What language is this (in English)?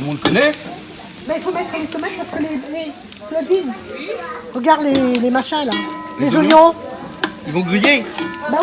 Réunion Creole French